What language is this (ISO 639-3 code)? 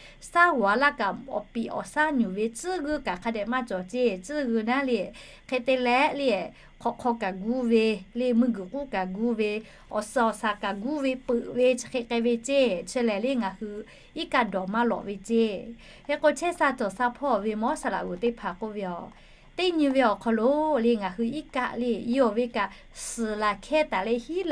lhu